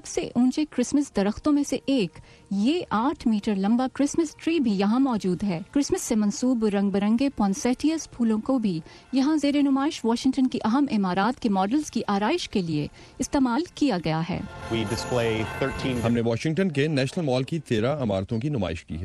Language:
Urdu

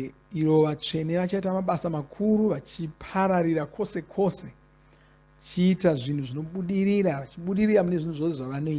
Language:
Shona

